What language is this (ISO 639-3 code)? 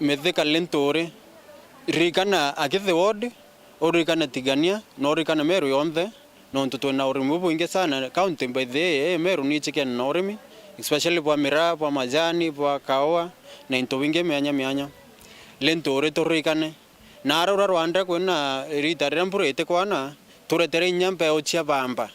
mer